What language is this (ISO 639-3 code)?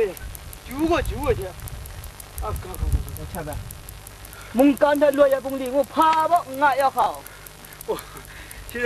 kac